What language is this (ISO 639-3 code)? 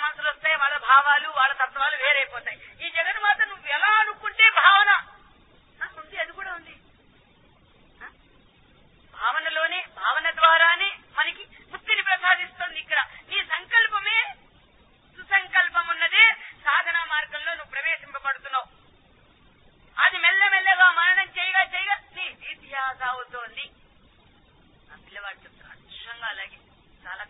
tel